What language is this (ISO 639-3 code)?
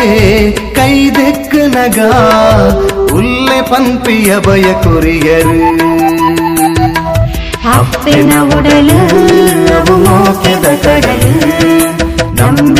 tcy